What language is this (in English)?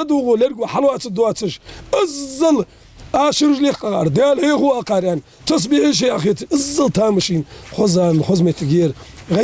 Ingush